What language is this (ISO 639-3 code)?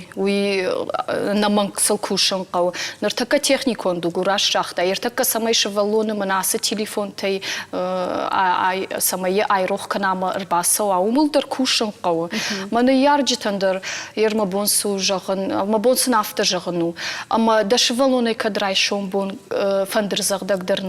oss